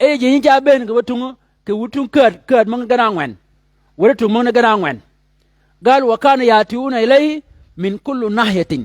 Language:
Shilluk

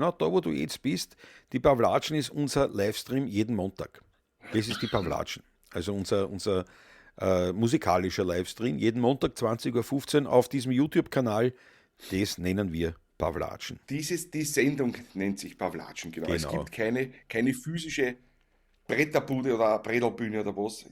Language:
Bavarian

